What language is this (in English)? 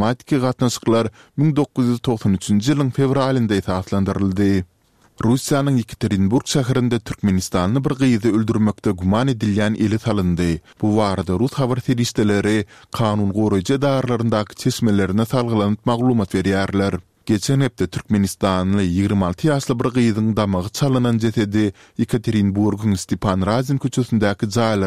Turkmen